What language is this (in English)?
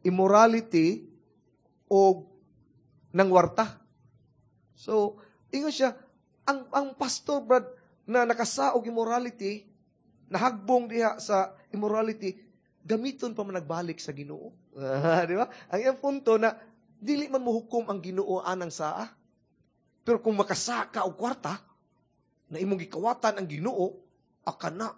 Cebuano